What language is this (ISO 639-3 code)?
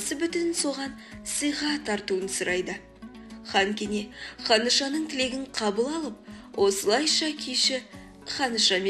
kaz